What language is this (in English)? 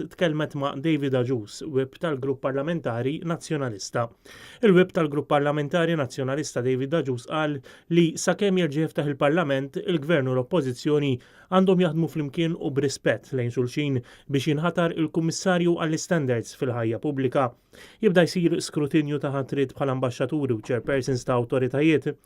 Maltese